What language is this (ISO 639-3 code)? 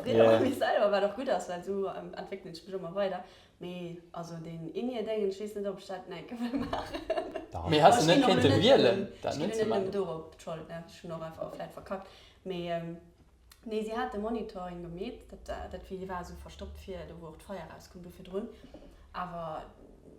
ltz